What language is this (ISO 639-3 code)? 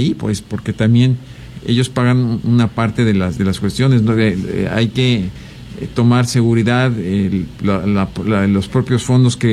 spa